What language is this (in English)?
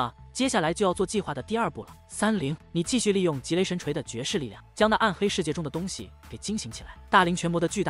Chinese